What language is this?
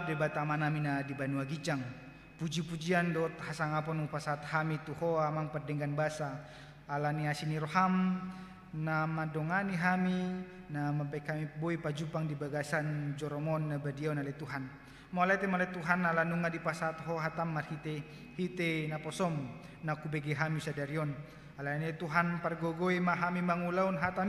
Batak Toba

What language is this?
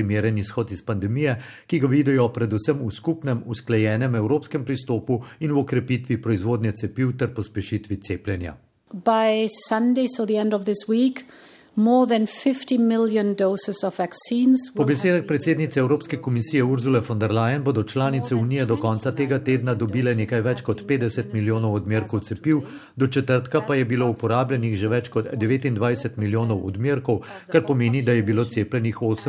Slovenian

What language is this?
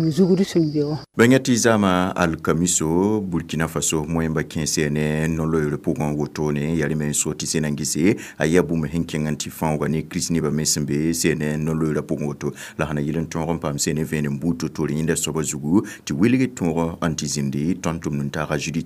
Mossi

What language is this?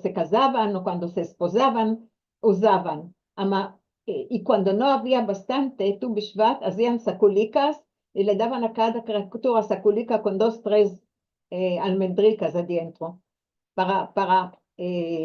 Ladino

